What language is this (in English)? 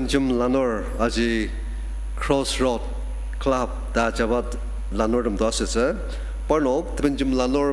Ao Naga